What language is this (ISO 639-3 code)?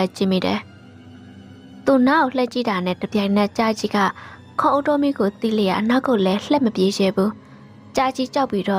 mya